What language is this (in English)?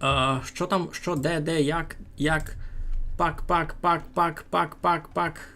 Rusyn